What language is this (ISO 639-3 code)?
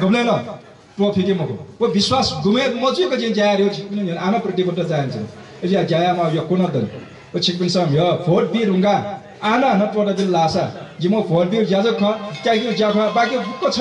new